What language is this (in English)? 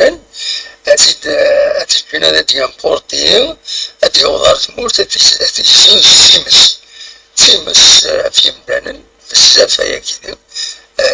Kabyle